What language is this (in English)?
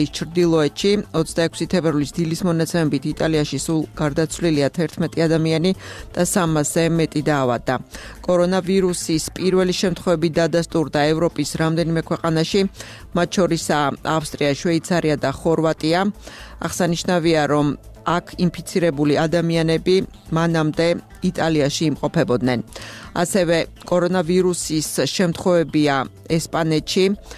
Georgian